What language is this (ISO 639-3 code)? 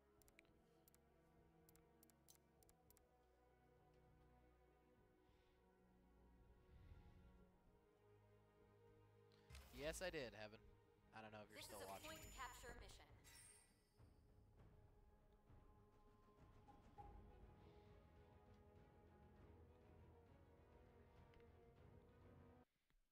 eng